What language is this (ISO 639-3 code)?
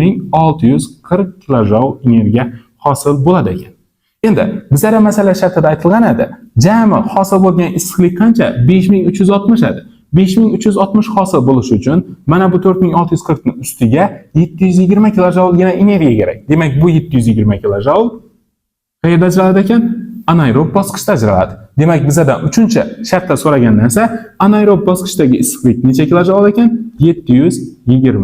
uzb